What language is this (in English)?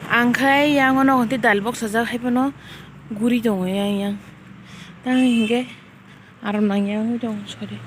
Kok Borok